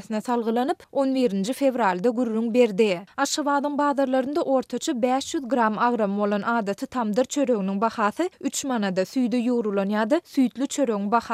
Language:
Turkmen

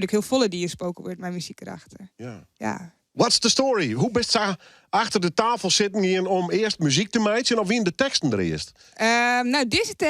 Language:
Western Frisian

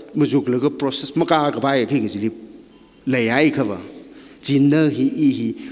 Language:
Tangkhul Naga (India)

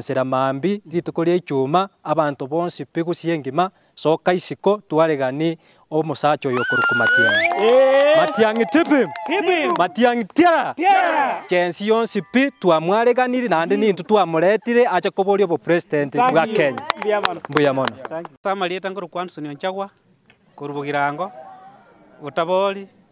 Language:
Gusii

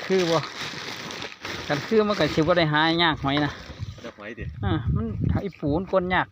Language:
Northeastern Thai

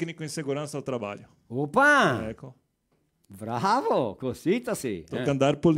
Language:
Venetian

